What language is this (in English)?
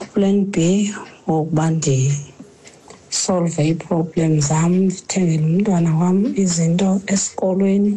Xhosa